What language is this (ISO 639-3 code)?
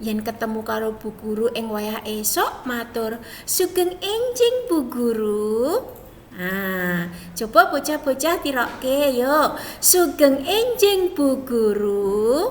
jav